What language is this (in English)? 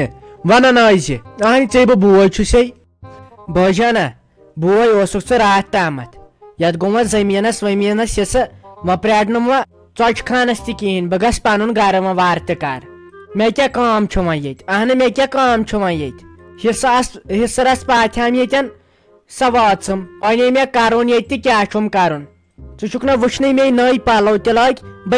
Kashmiri